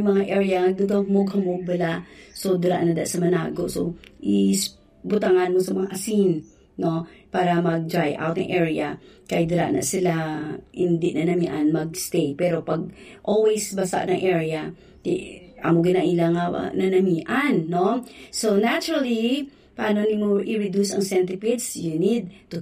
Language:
Hiligaynon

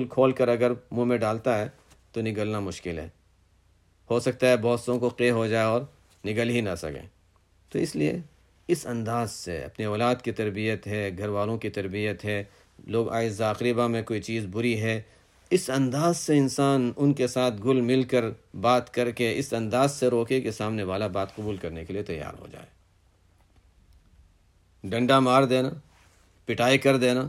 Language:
Urdu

